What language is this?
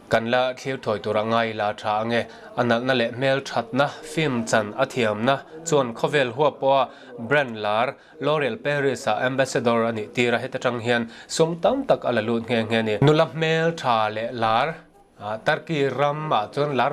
Mizo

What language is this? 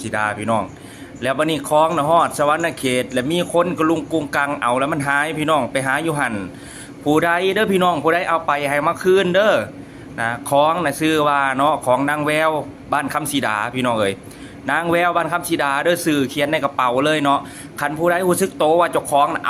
Lao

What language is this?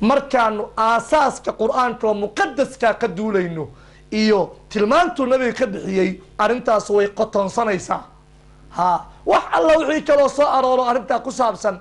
Somali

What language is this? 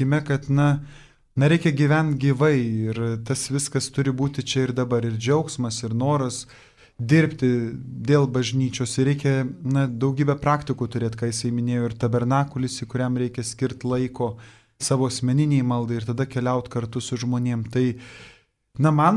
Lithuanian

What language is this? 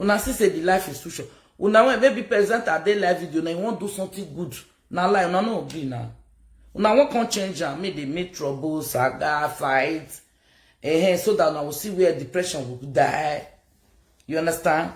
Nigerian Pidgin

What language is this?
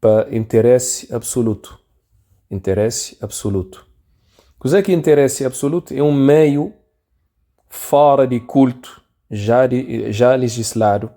Kabuverdianu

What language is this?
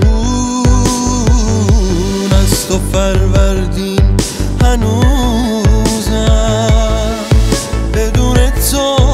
Persian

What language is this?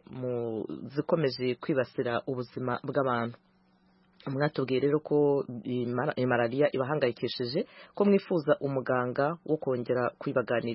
Kinyarwanda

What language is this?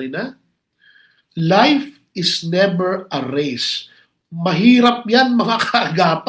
Filipino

